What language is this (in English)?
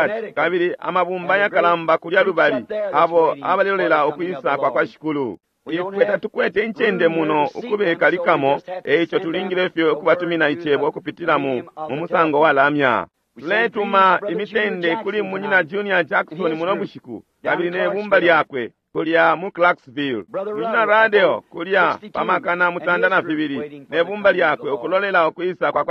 Bemba